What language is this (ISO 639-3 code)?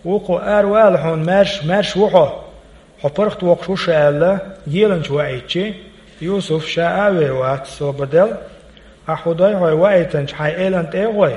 che